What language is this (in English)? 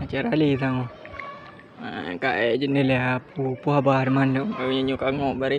Achinese